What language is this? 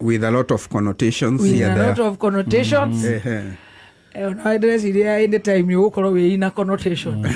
Kikuyu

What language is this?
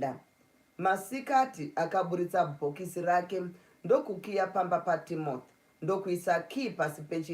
Shona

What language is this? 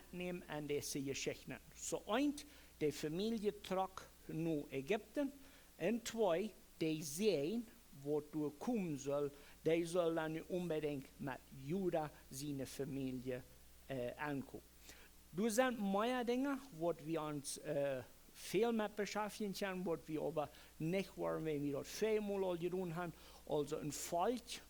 Plautdietsch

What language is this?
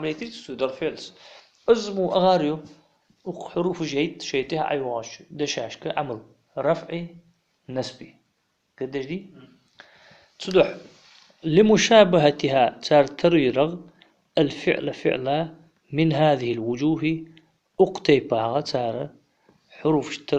Ingush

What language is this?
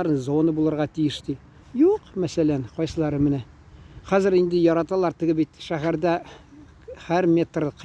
Tatar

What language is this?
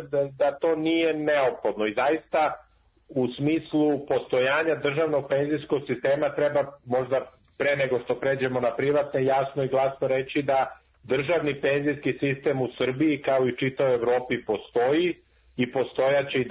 Serbian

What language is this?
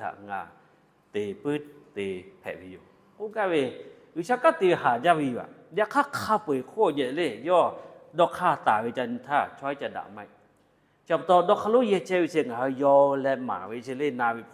Lahu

